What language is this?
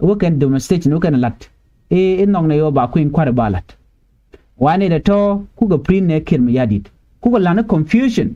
Nuer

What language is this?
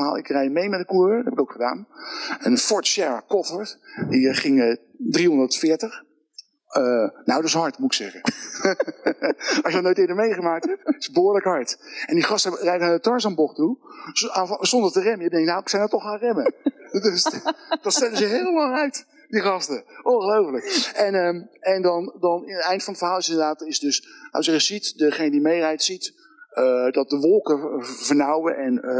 Dutch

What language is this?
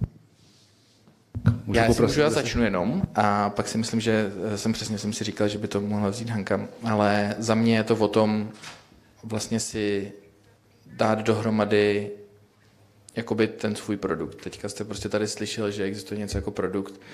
Czech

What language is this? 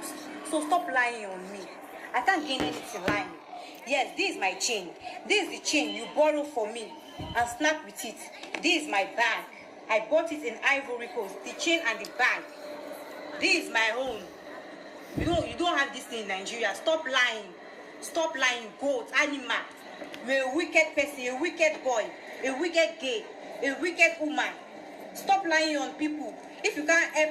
Nigerian Pidgin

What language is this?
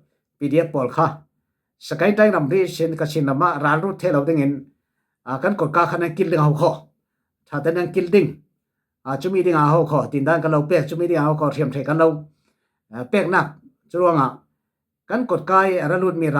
Falam Chin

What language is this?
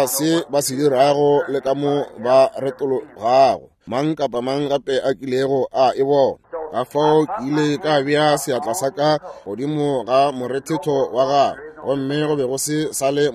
Northern Sotho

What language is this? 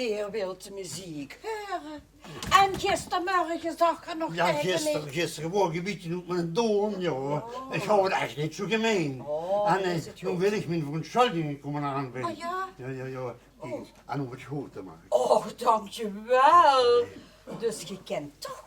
Limburgish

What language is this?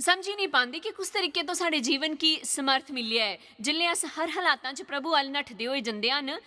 Dogri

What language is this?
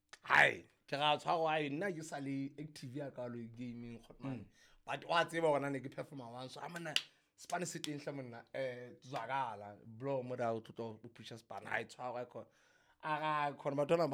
Southern Sotho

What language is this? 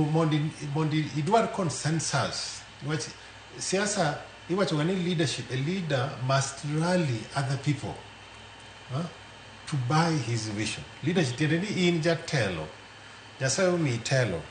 Luo (Kenya and Tanzania)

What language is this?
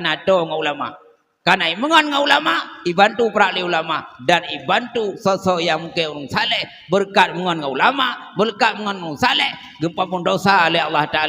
Achinese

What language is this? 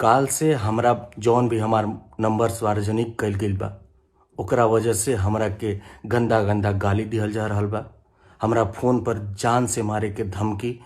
Bhojpuri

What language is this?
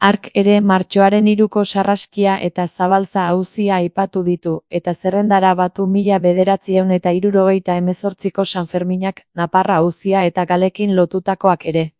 Basque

